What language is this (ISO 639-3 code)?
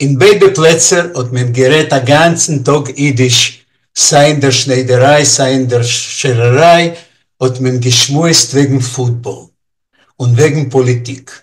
yid